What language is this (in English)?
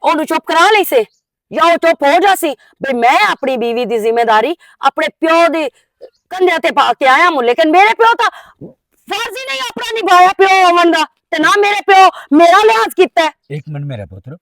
Western Panjabi